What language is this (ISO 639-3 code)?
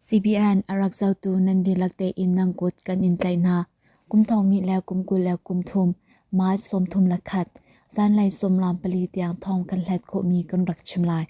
cnh